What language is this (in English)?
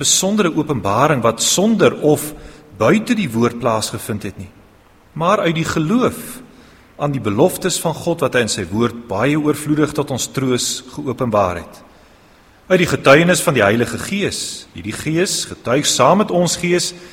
Afrikaans